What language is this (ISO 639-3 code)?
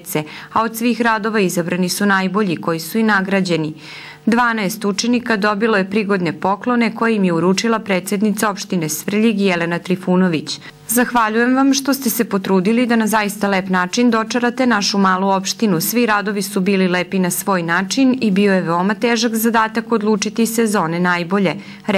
srp